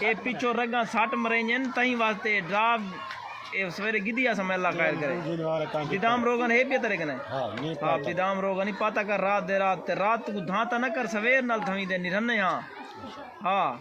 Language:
Saraiki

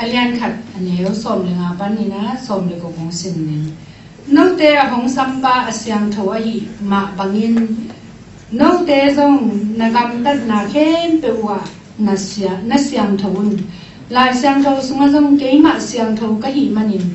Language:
Tedim Chin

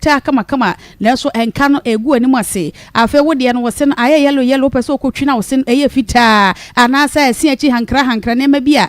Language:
Akan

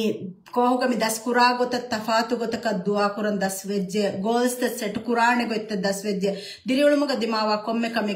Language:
Divehi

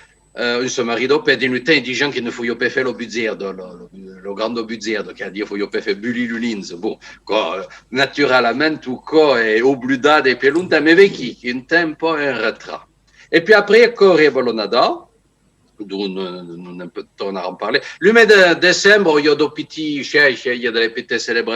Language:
Occitan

